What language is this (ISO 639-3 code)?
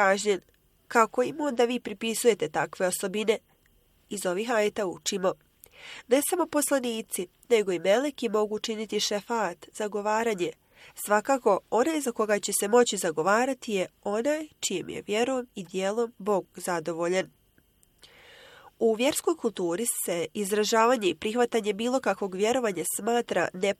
bos